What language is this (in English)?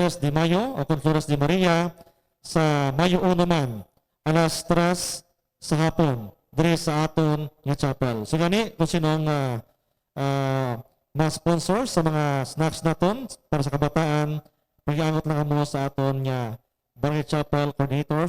Hiligaynon